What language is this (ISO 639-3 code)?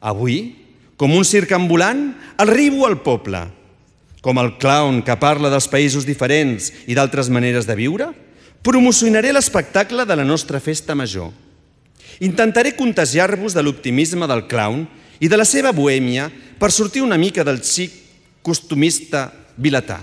cat